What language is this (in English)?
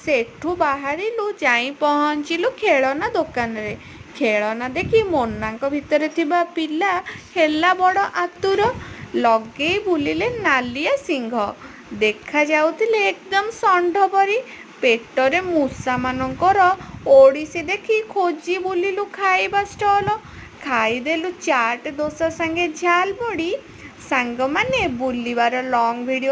Odia